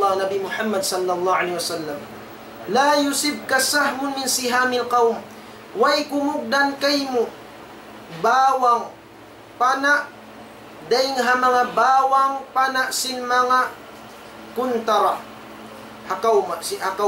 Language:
Tausug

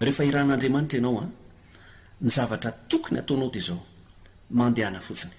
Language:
Malagasy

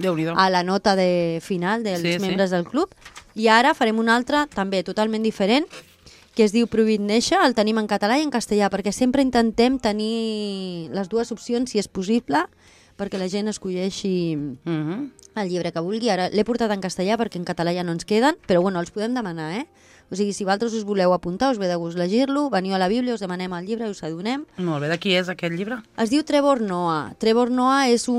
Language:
Catalan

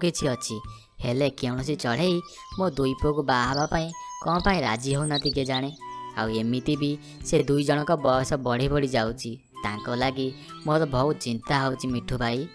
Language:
Odia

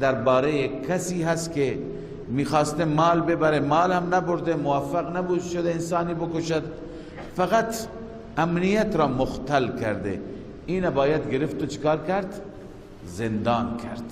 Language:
Persian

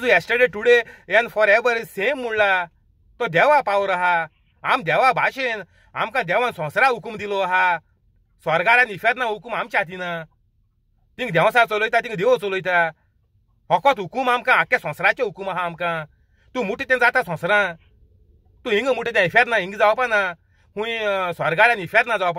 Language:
Konkani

